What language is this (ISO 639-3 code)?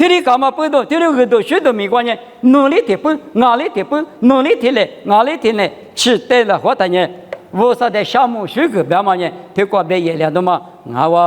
lis